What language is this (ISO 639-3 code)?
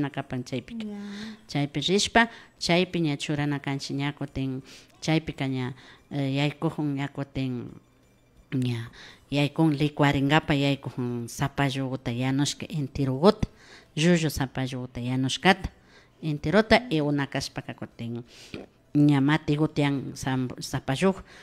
qvi